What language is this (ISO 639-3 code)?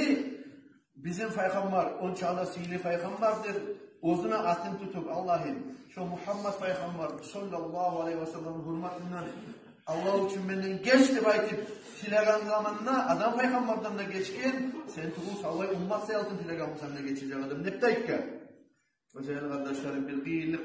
kum